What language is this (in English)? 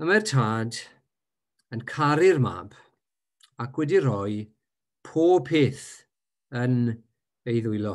Welsh